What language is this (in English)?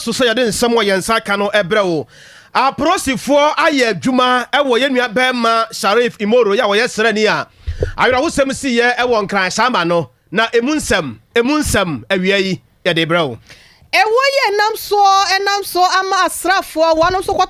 Akan